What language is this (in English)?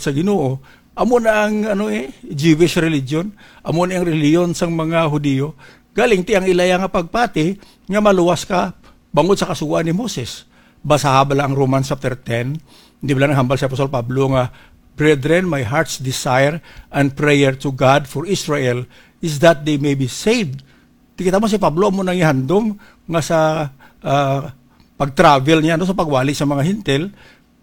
Hiligaynon